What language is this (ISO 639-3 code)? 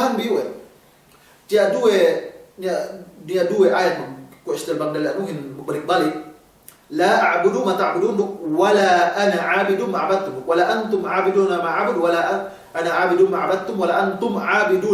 yka